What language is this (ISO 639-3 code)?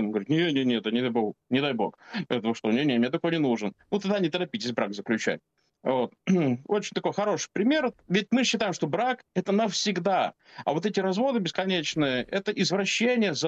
rus